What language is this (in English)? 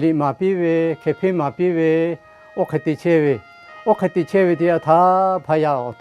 Lahu